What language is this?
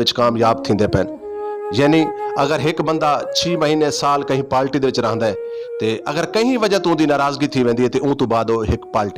Saraiki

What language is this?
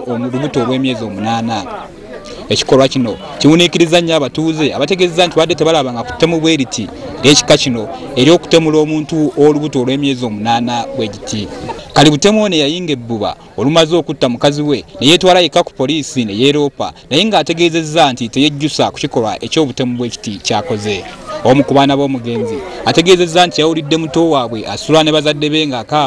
Ganda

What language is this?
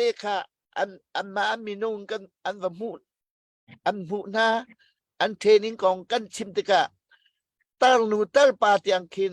Hakha Chin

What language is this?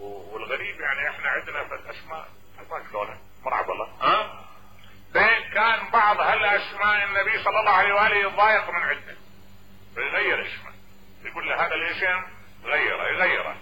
Mesopotamian Arabic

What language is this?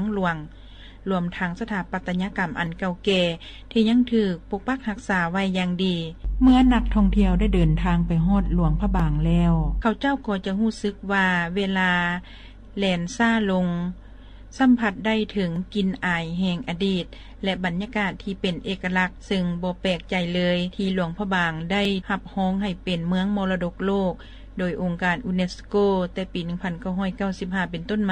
Lao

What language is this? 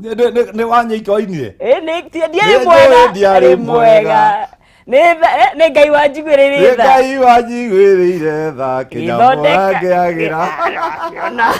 Kikuyu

